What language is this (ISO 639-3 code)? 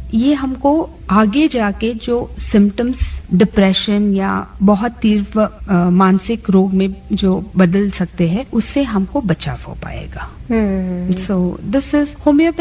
hin